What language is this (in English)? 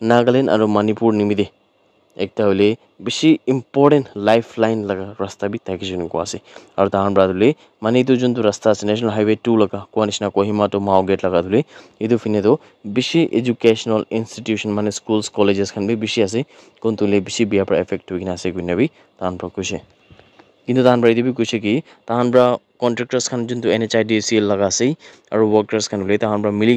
Naga Pidgin